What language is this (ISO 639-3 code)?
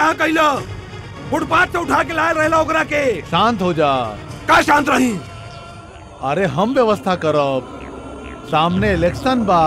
bho